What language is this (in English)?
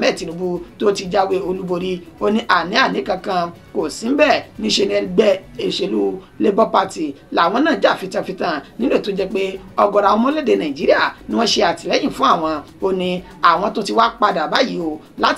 Yoruba